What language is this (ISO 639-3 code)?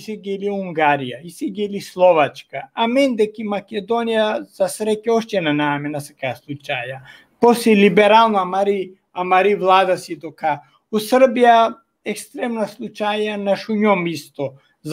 rmn